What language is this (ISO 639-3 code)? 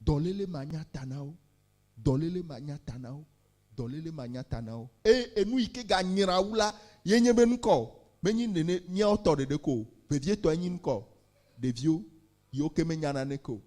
ewe